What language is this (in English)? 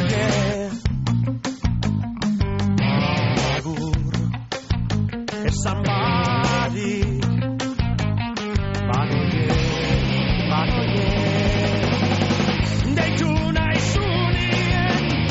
Basque